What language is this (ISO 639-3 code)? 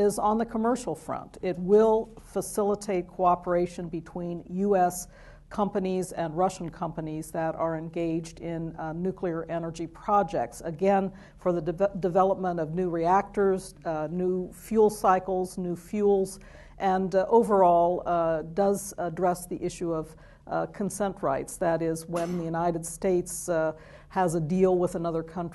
eng